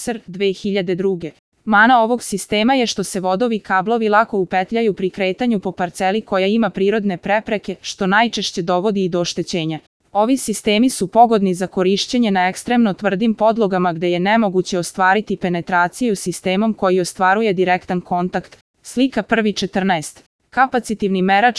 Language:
Serbian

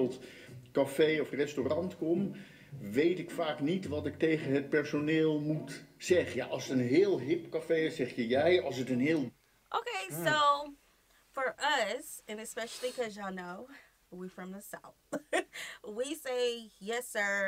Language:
Dutch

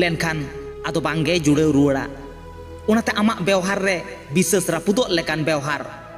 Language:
Santali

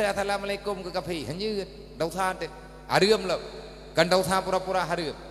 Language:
Achinese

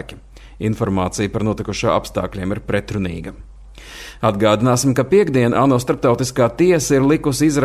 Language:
Latvian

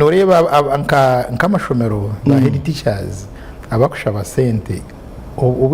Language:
Nyankole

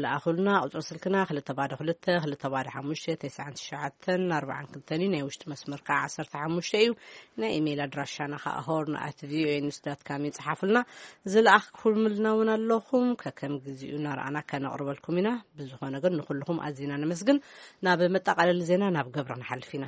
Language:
Tigrinya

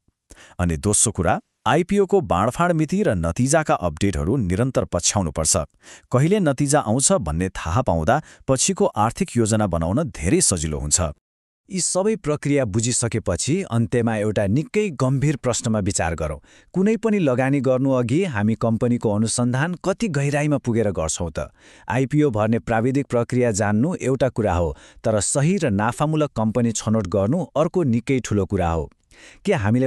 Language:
Nepali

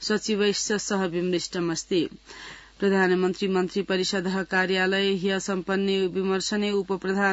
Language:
Sanskrit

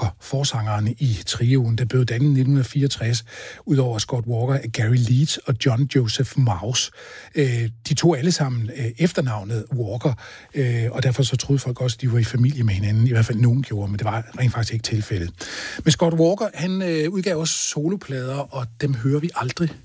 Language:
Danish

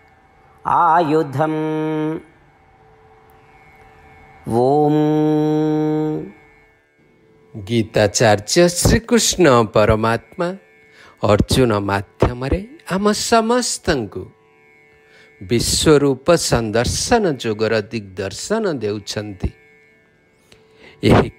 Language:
Odia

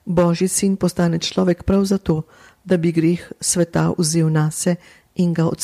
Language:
Slovenian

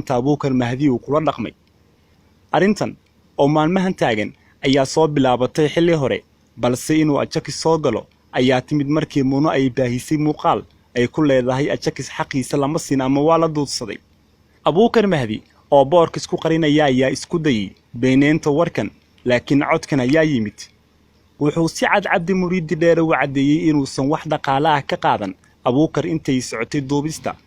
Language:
Somali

